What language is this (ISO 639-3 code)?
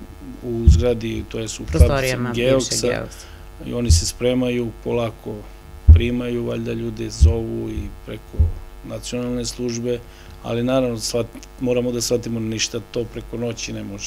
srp